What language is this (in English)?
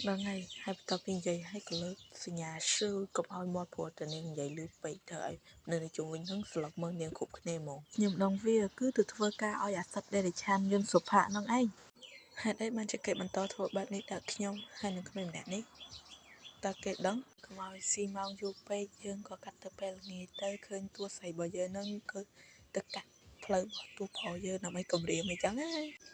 Khmer